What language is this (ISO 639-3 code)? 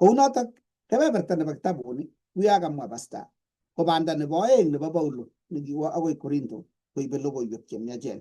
kln